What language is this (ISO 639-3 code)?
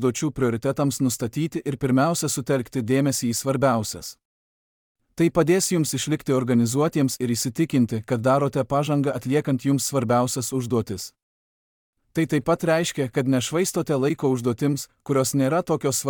lit